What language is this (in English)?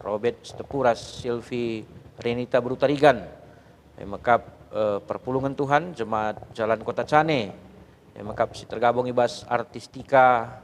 Batak Karo